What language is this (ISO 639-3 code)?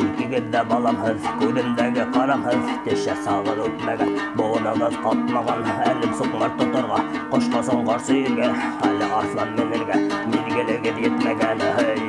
bak